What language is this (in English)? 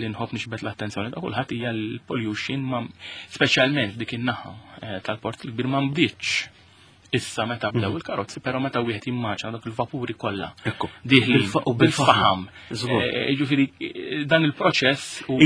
Maltese